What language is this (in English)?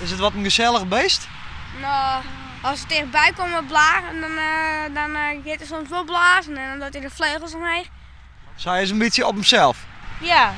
Western Frisian